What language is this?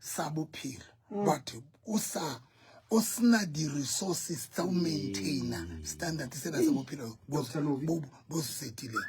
Southern Sotho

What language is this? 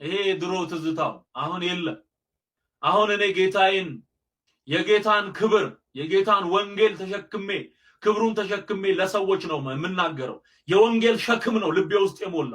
Amharic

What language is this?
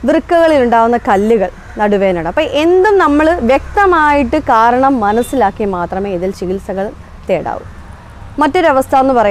Malayalam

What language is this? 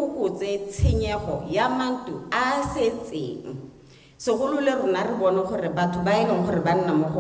Tswana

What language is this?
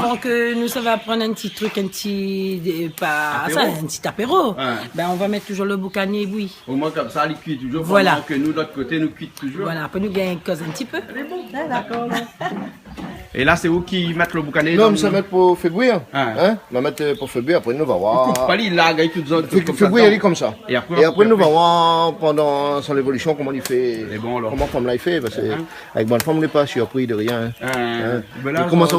Réunion Creole French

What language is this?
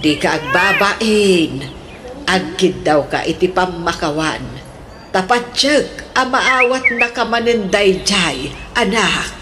Iloko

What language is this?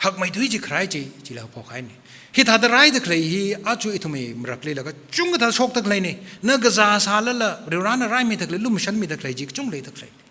Tangkhul Naga (India)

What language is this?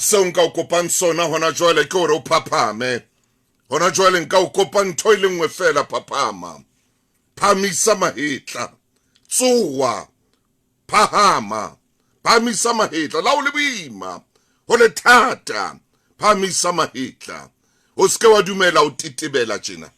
Southern Sotho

